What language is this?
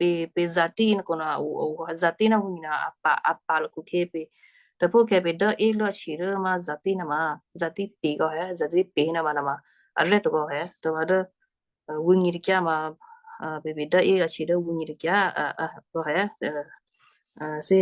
Western Kayah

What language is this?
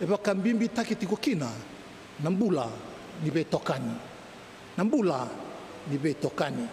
Fijian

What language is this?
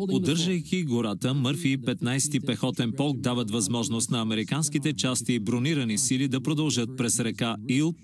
Bulgarian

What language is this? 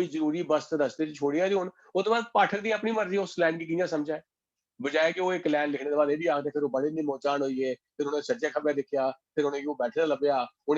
Dogri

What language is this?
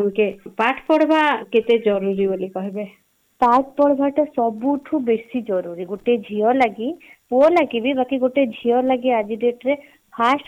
Odia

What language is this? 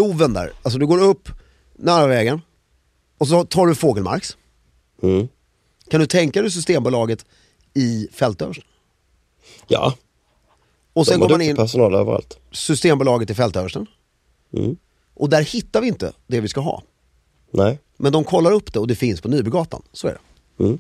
Swedish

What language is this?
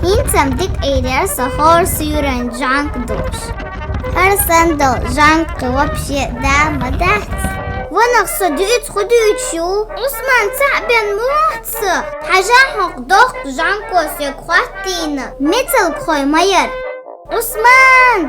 Chechen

